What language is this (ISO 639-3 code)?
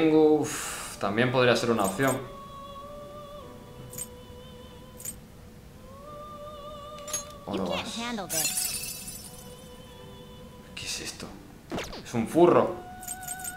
spa